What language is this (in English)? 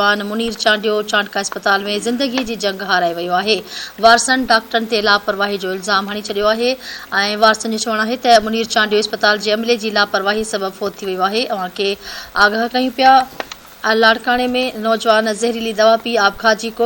Sindhi